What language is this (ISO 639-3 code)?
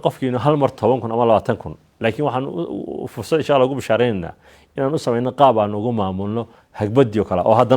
som